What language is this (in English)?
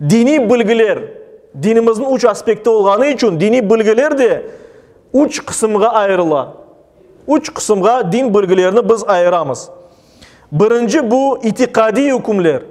Crimean Tatar